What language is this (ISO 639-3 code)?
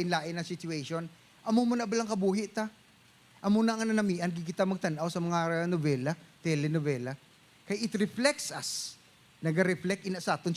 hil